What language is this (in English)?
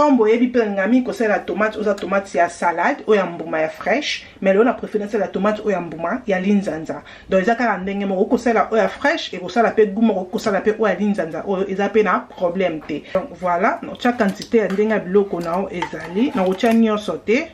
Lingala